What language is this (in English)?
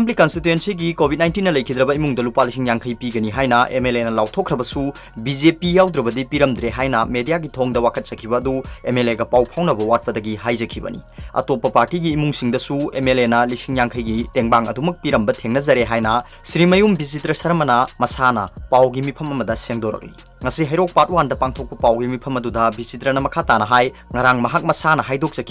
Manipuri